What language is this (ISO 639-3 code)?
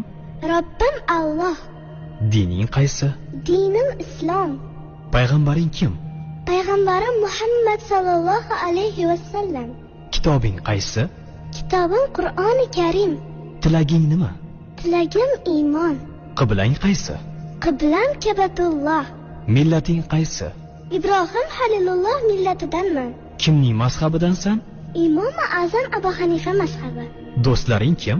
uzb